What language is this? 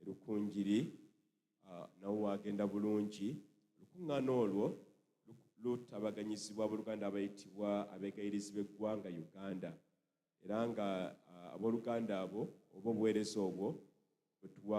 Ganda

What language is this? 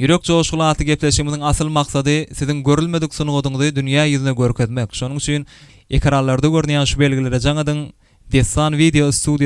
Turkmen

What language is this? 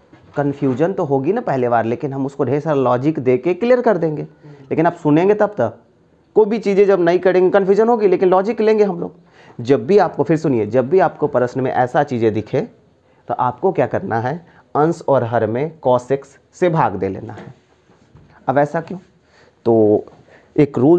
Hindi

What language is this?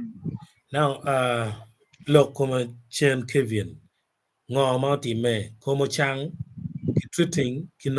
Acoli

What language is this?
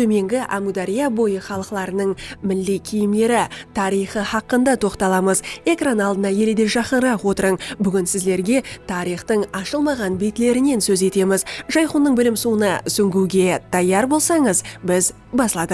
Kara-Kalpak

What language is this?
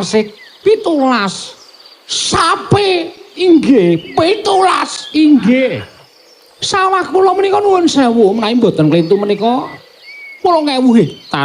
Javanese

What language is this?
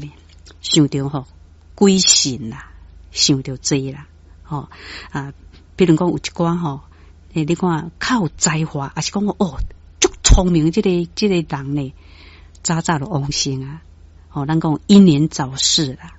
Min Nan Chinese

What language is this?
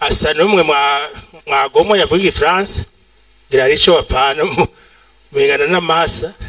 Rundi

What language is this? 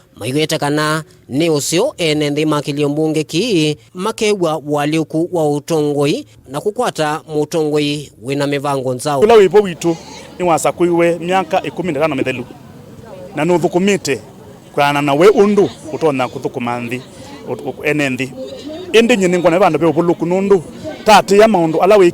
Kamba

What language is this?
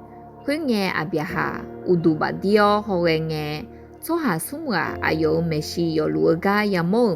Akha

